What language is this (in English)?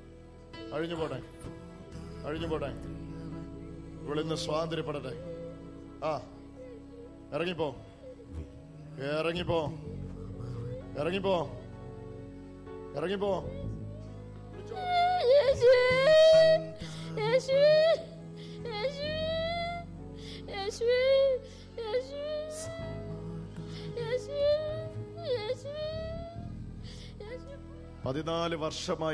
Malayalam